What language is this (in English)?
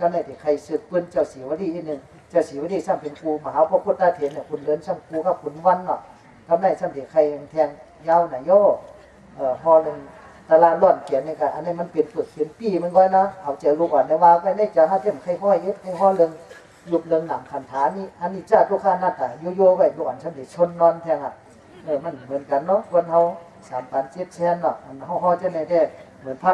Shan